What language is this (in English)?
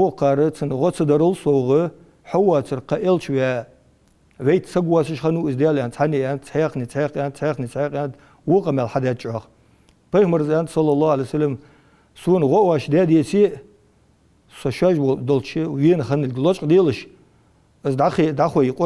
Ingush